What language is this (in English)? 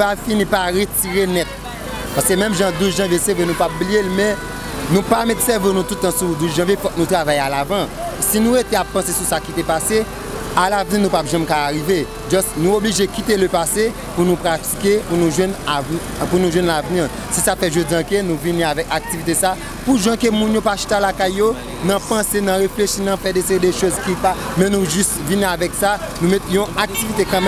Haitian Creole